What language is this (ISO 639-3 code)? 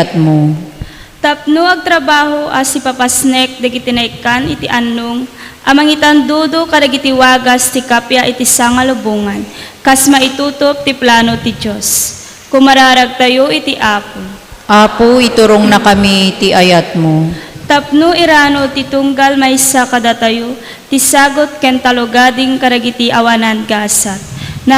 ilo